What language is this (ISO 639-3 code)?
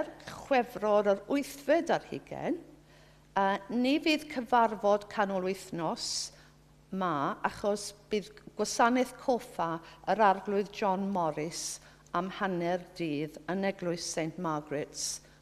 cym